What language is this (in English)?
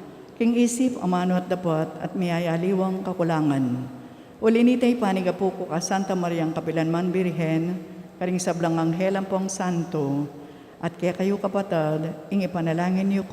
Pampanga